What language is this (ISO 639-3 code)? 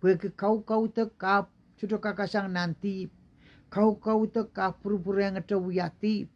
pon